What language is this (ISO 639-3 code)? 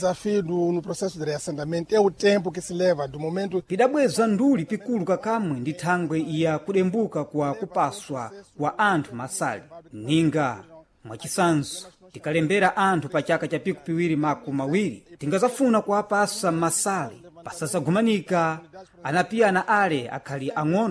seh